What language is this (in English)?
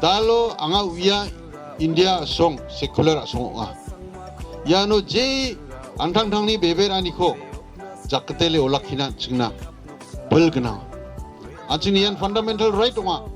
Garo